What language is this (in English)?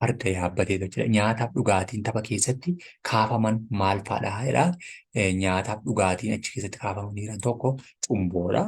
Oromo